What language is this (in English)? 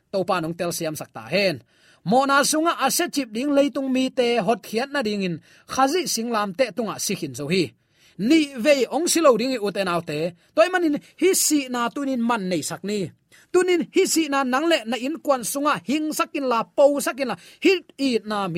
Tedim Chin